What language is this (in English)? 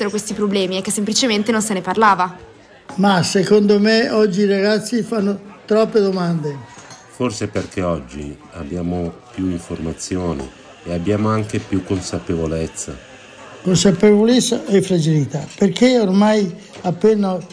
Italian